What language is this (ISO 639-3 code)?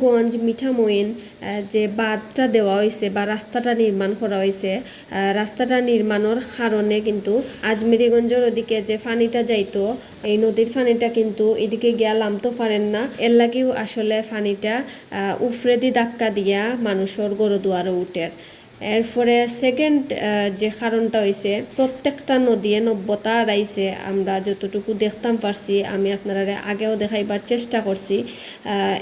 syl